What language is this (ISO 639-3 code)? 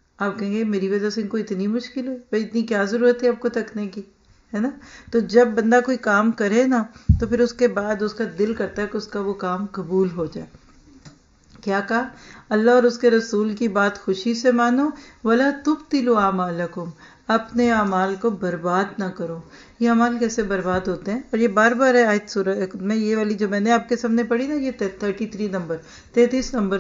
urd